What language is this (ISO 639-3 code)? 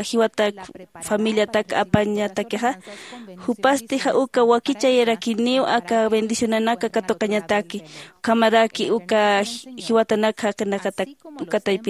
aym